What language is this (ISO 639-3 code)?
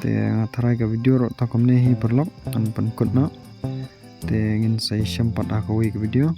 kha